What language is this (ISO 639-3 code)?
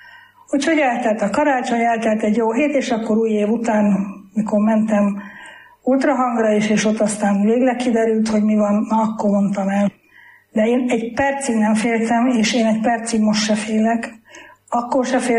hun